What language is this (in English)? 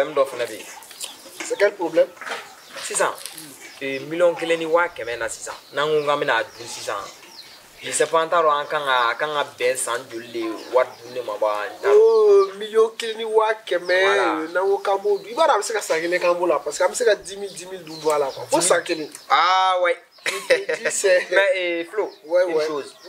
Bambara